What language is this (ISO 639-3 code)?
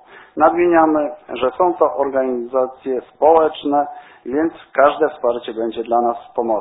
pol